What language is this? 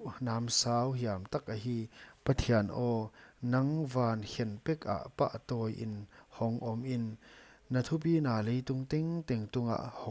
Paite Chin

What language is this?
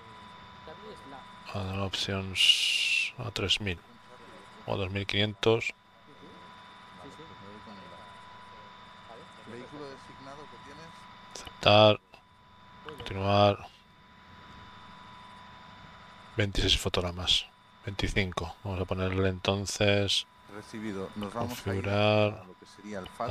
Spanish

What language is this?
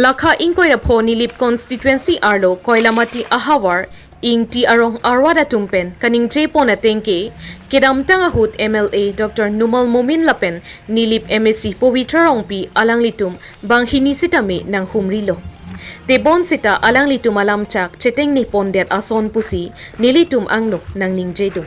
Karbi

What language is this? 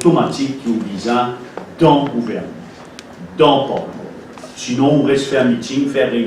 Morisyen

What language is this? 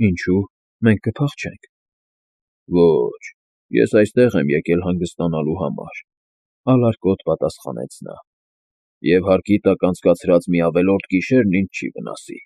Armenian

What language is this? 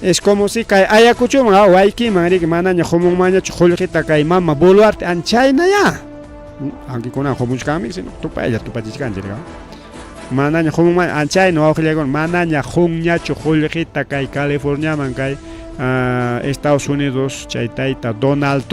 Ayacucho Quechua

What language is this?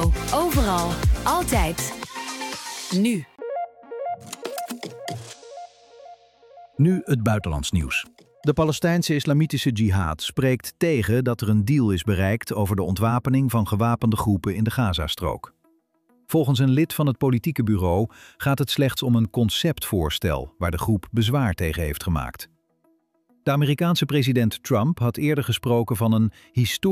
Dutch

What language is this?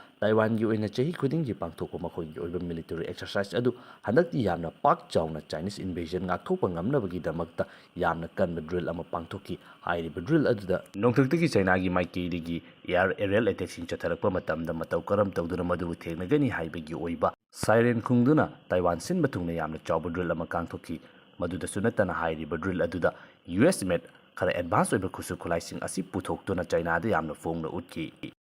Manipuri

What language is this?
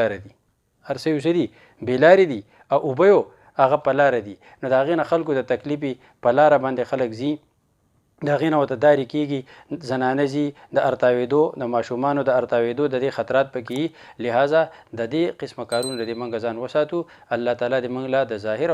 Pashto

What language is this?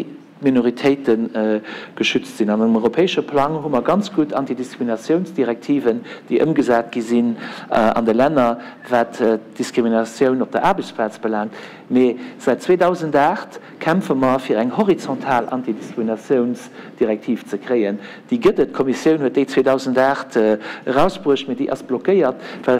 Luxembourgish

